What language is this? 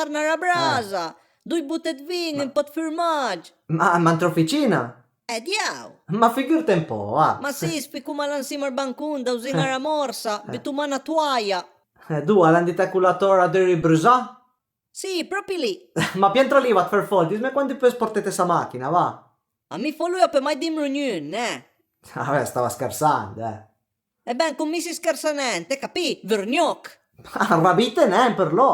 Piedmontese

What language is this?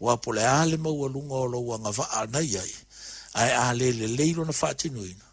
Samoan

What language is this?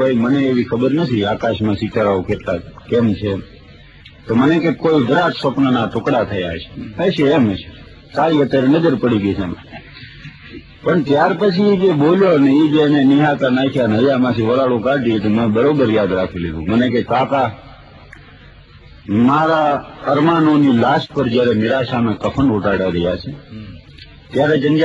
Gujarati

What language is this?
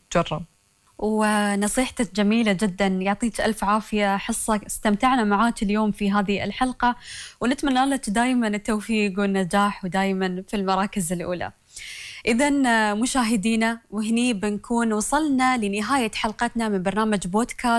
Gulf Arabic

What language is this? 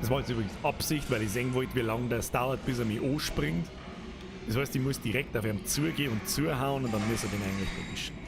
Bavarian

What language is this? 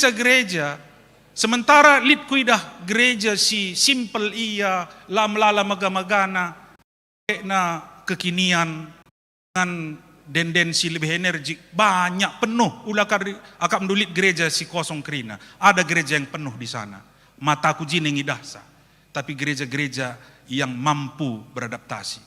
Batak Karo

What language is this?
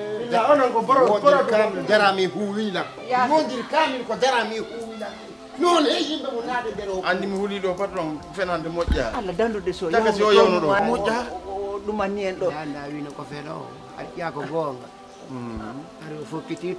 Fula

